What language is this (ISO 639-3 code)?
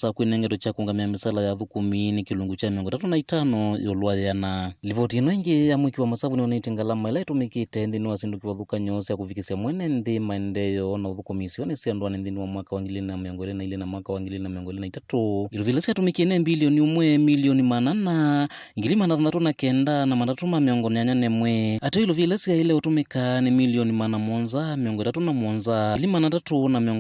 kam